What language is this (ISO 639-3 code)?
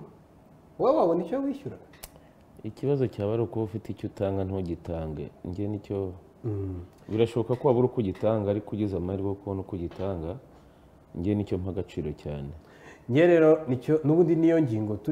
kin